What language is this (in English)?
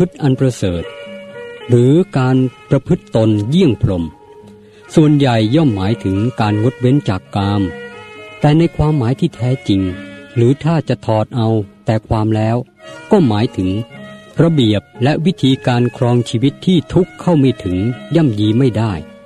Thai